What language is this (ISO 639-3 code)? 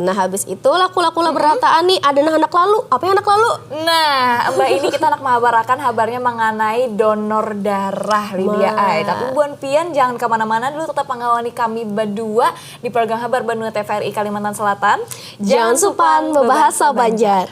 bjn